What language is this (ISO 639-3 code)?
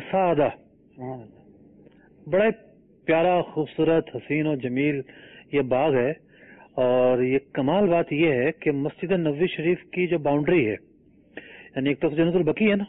urd